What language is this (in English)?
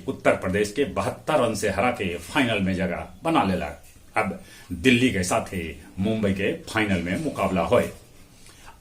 Magahi